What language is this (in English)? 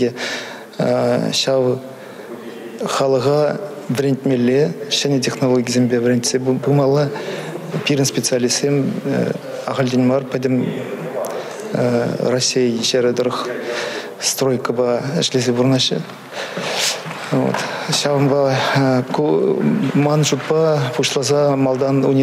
Chuvash